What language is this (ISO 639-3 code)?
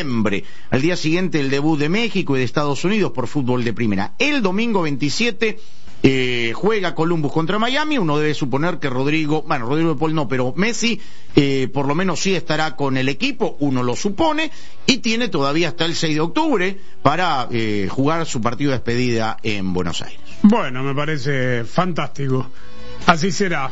spa